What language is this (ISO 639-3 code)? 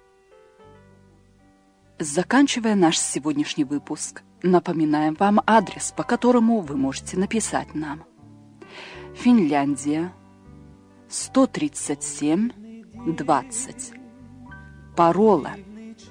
rus